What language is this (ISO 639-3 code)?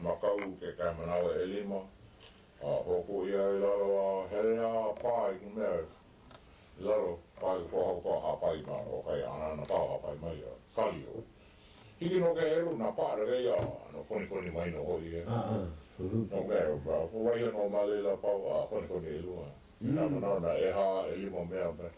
haw